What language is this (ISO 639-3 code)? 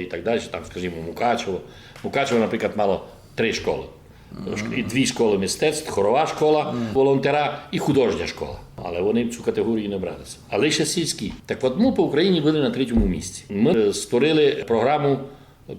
rue